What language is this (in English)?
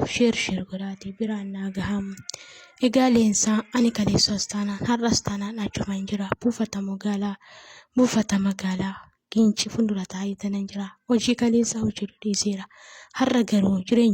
Oromo